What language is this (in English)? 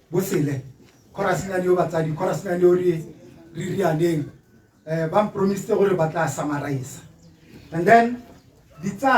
Tswana